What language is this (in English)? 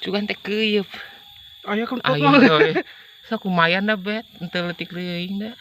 Sundanese